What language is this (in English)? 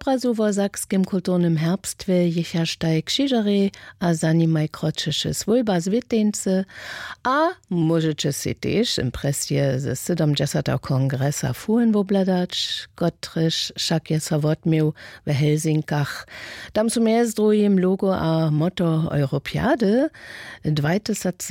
Upper Sorbian